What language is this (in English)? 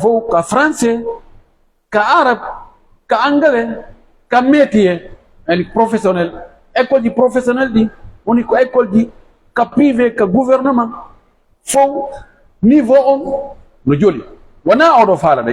Pular